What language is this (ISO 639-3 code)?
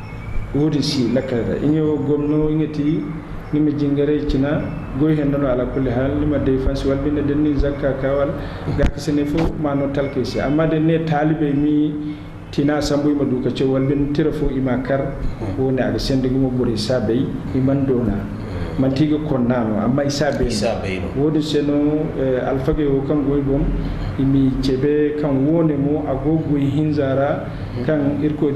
dje